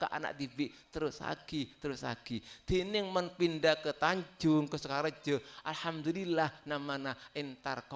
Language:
Madurese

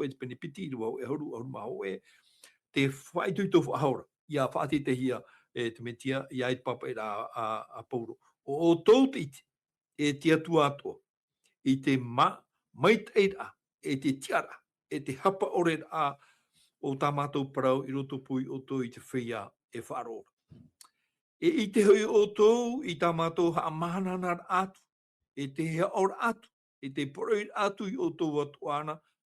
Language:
Tahitian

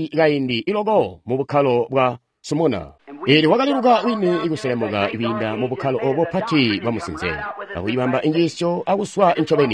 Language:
Tonga (Zambia)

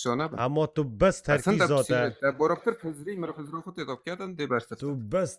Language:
Kurdish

